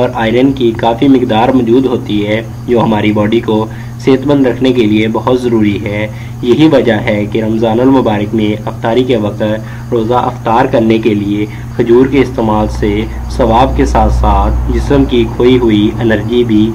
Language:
Urdu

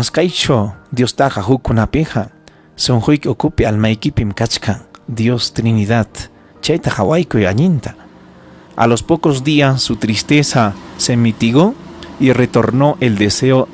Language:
Ayacucho Quechua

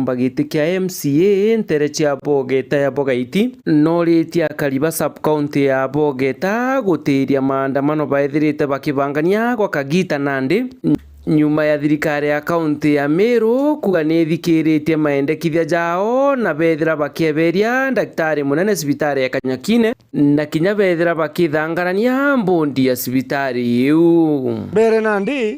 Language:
Meru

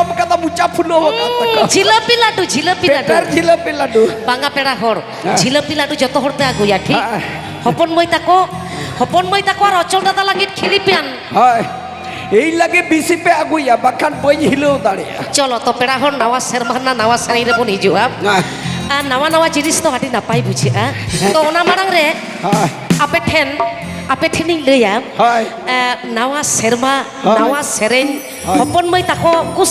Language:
Santali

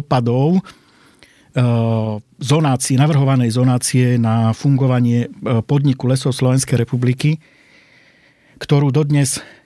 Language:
Slovak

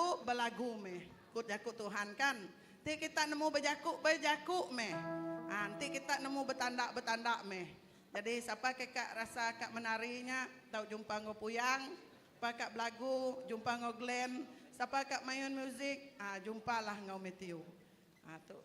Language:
Iban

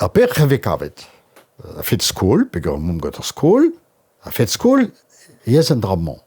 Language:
Breton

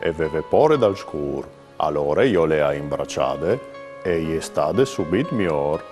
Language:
Friulian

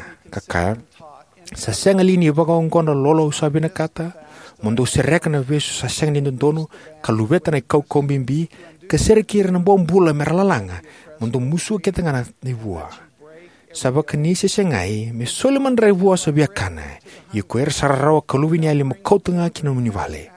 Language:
Fijian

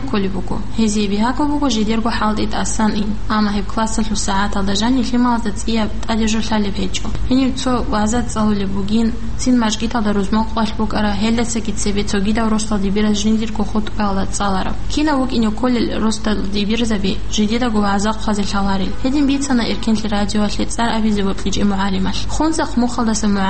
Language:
Avaric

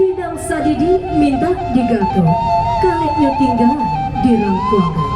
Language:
Minangkabau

